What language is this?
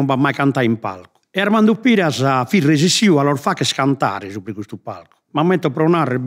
Sardinian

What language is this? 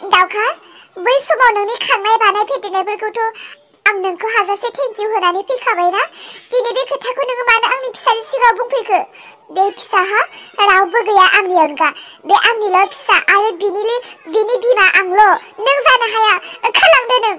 Bodo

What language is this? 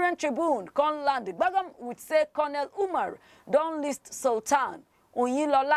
Nigerian Pidgin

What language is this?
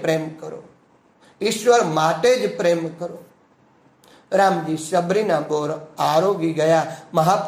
Gujarati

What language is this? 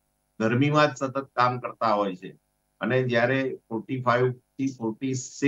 Gujarati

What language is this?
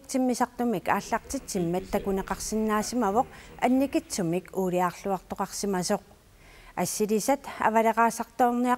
Kalaallisut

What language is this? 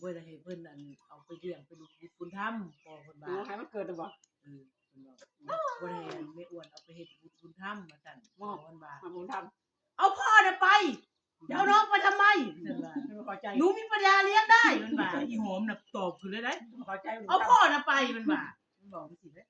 Northeastern Thai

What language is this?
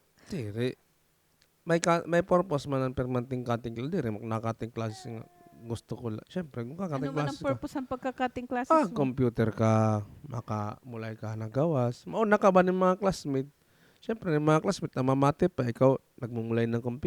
Waray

